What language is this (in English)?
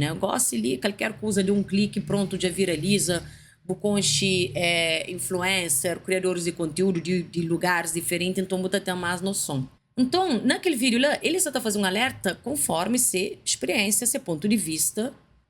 Kabuverdianu